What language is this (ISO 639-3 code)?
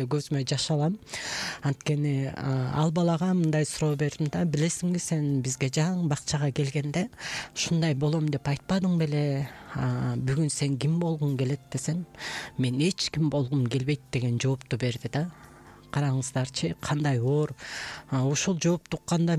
kir